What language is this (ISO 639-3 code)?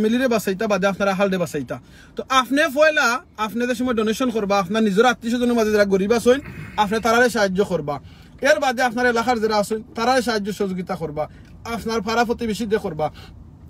syl